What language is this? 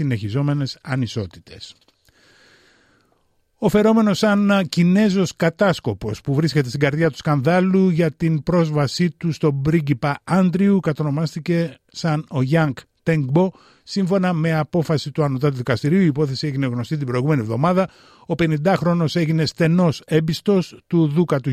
Greek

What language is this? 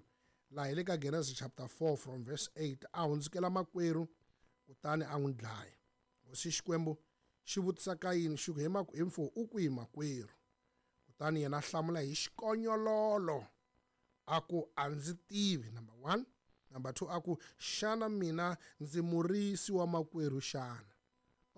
Tsonga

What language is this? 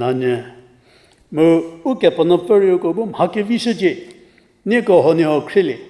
Angami Naga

